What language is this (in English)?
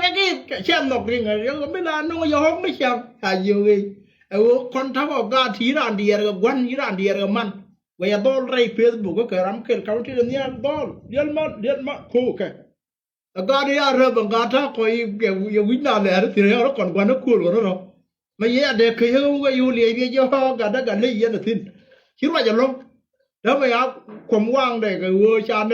Nuer